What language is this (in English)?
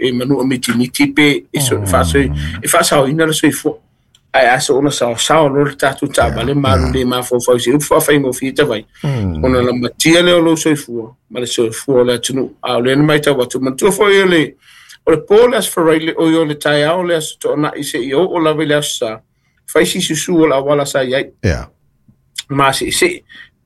Samoan